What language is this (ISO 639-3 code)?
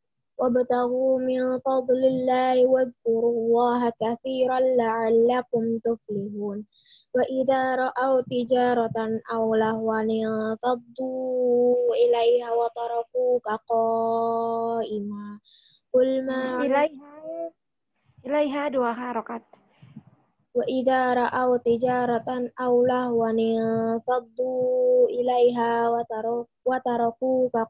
ind